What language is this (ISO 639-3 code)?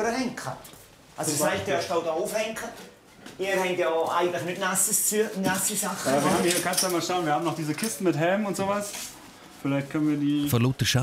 gsw